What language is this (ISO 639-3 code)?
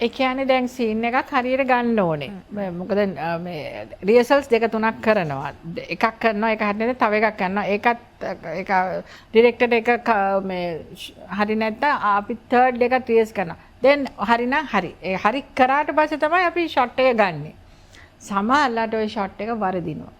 sin